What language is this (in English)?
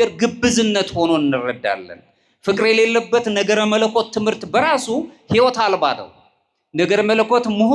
Amharic